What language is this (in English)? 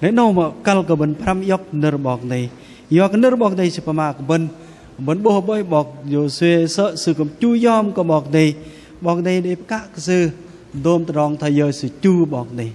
Bahnar